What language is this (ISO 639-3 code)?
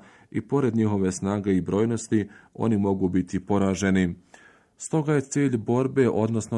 bos